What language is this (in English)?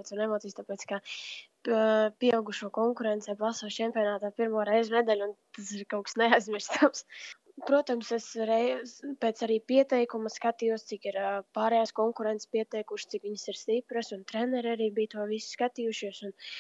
Latvian